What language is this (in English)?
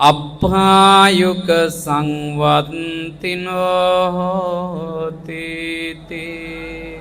Sinhala